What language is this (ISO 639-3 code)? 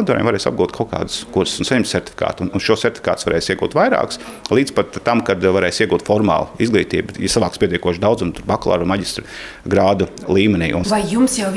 lav